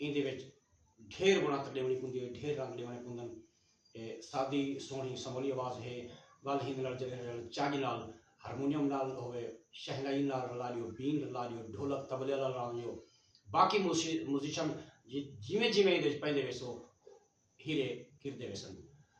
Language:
Saraiki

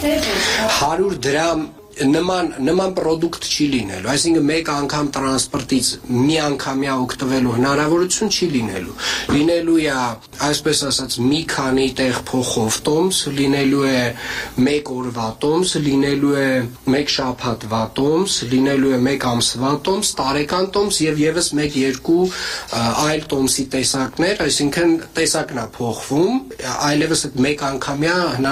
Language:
Armenian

